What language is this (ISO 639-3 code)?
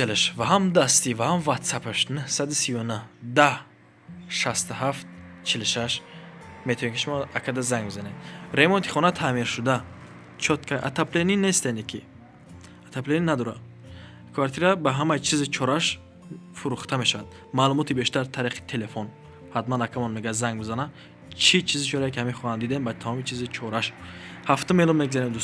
tgk